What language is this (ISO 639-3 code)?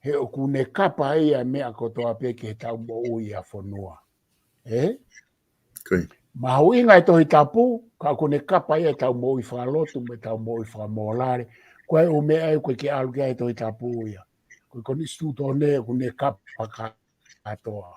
ton